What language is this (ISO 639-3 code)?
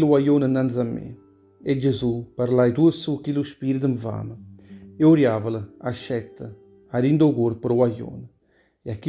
nap